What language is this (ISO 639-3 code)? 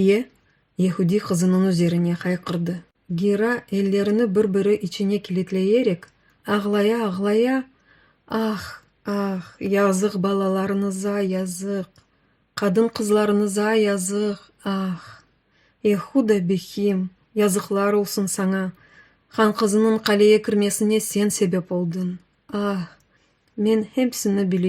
crh